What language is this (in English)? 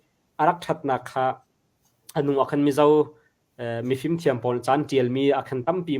Hakha Chin